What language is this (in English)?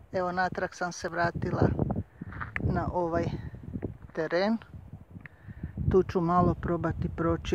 Croatian